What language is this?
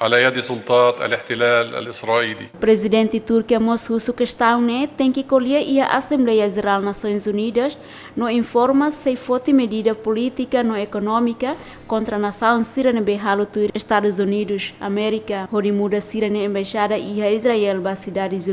Tetum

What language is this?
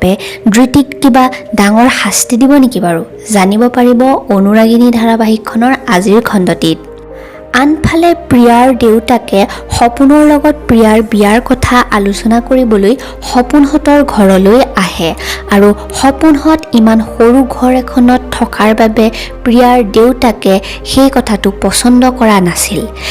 Assamese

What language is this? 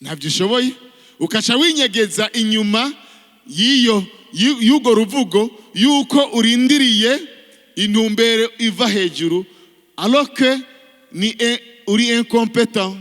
Rundi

